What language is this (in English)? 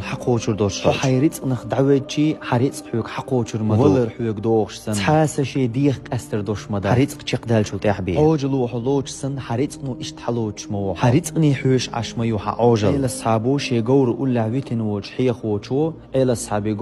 Chechen